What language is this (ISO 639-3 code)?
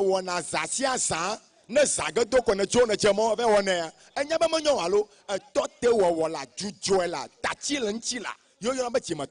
ewe